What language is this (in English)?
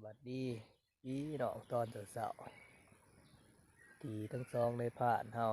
Lao